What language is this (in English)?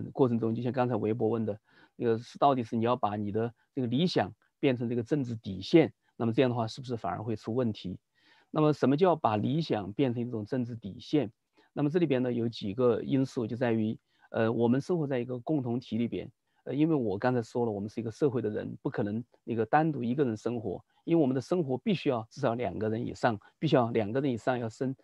Chinese